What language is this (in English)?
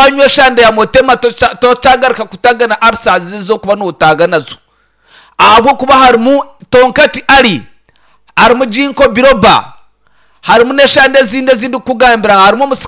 Nyankole